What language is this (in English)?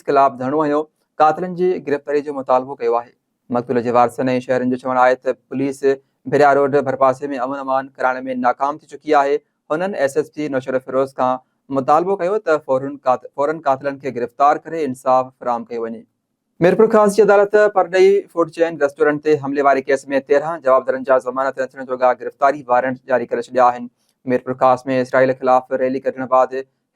Sindhi